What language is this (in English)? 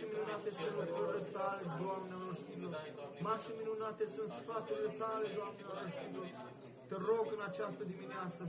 Romanian